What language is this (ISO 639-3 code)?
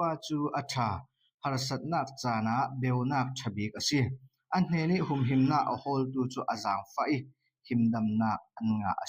cfm